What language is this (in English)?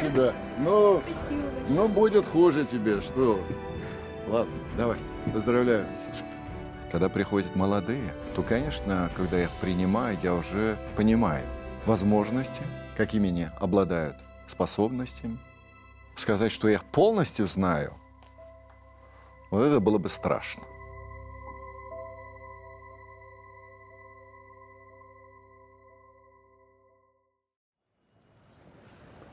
Russian